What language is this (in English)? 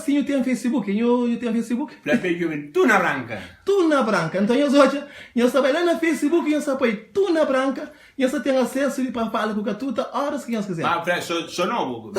Kabuverdianu